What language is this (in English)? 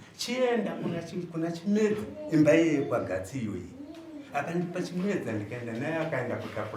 Shona